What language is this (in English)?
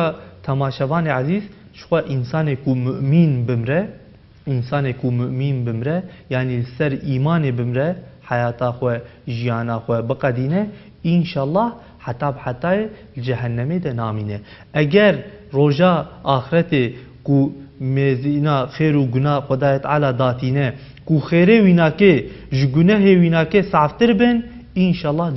Kurdish